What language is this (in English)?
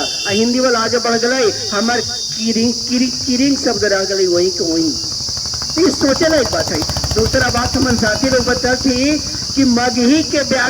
Magahi